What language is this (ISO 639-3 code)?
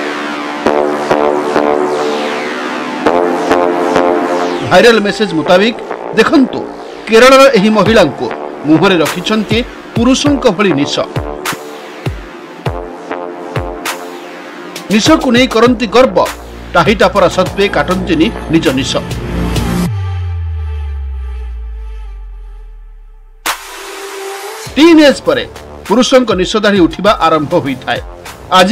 ori